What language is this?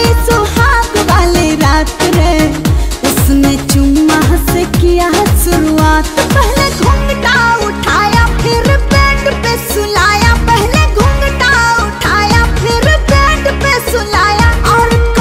Bhojpuri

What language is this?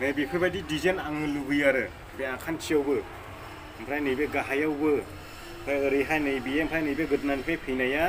Bodo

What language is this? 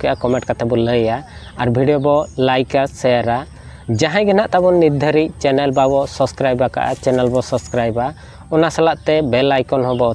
Santali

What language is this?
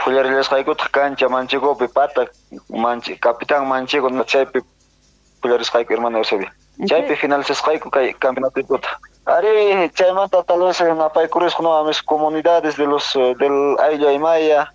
South Bolivian Quechua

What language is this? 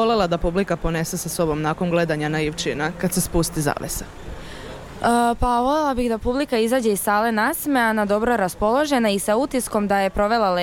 Serbian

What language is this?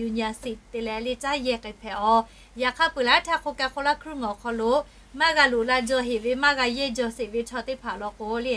Lahu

